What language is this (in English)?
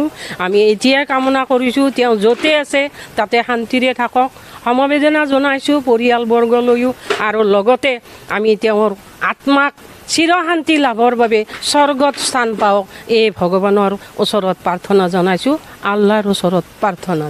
Assamese